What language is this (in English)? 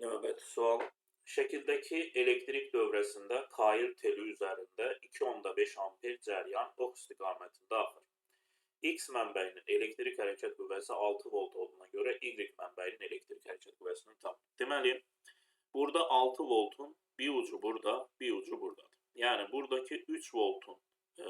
Azerbaijani